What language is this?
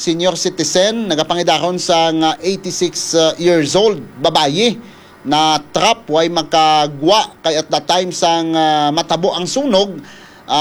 Hiligaynon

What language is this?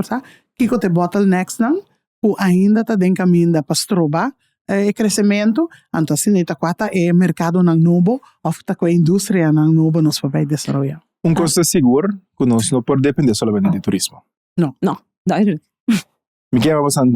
Papiamento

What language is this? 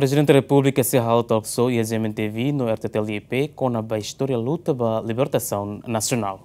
Tetum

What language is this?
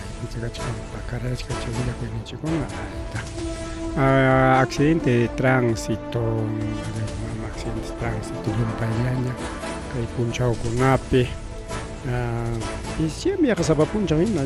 Ayacucho Quechua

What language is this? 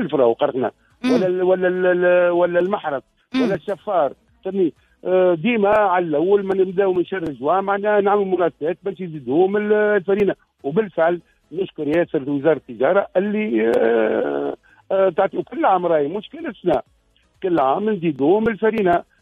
Tunisian Arabic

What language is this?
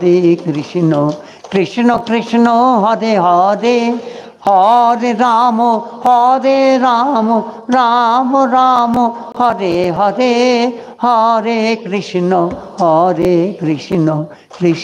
Bangla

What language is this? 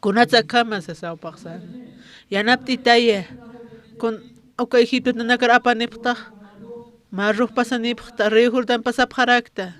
Aymara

